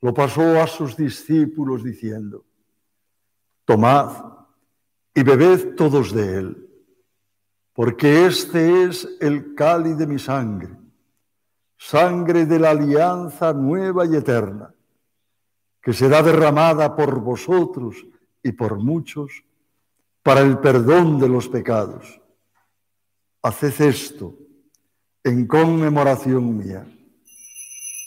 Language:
Spanish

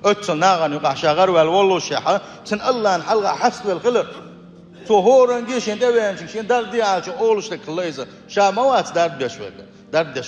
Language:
Chechen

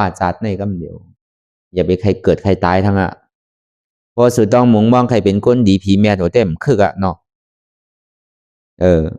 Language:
Shan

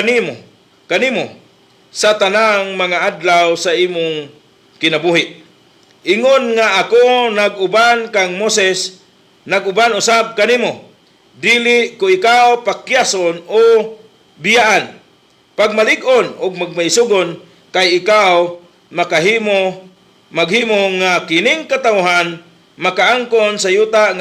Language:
Cebuano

